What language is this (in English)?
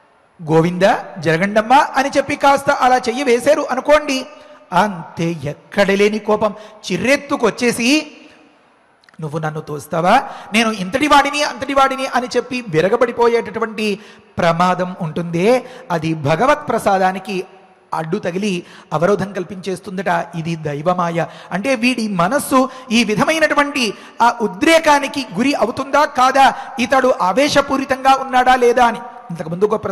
Telugu